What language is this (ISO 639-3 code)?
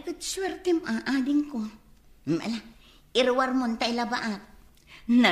ilo